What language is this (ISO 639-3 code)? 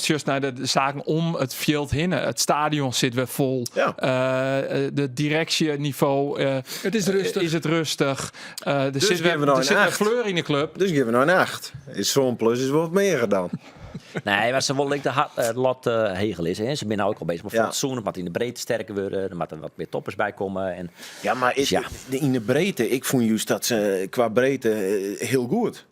fry